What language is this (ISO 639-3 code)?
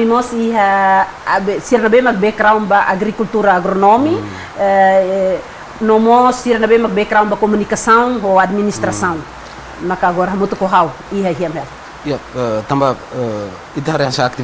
tet